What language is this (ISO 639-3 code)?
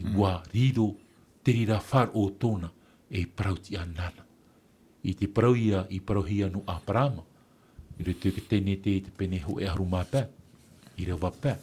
tah